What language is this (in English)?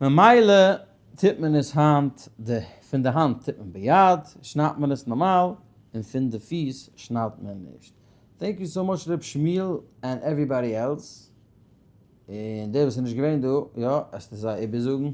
Yiddish